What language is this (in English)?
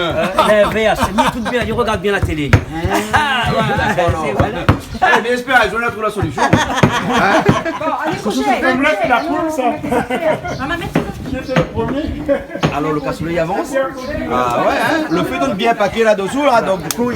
Réunion Creole French